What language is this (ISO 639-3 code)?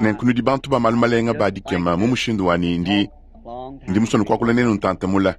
lua